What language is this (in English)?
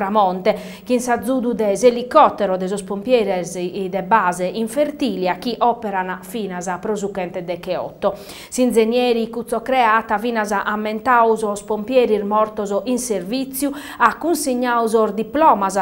Sardinian